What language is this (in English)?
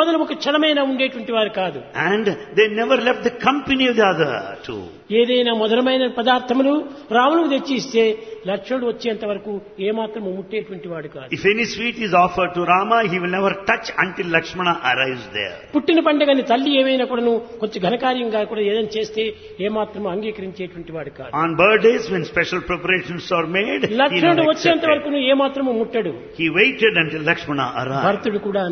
Telugu